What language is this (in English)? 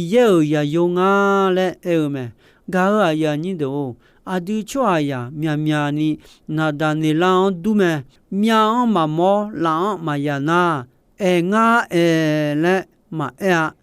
Akha